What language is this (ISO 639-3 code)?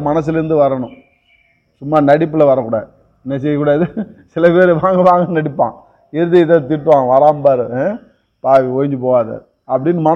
tam